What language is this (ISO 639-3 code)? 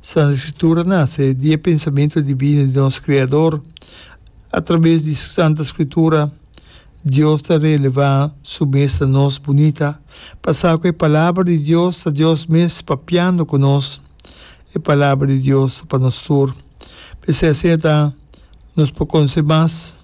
pap